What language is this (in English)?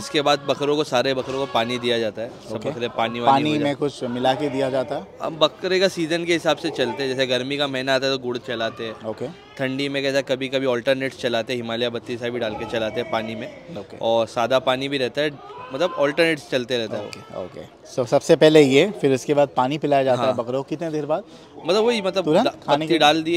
Hindi